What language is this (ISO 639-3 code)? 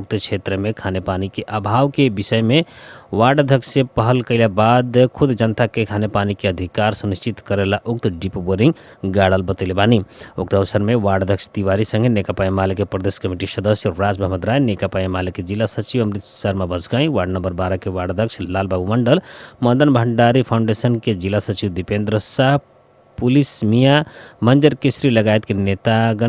bho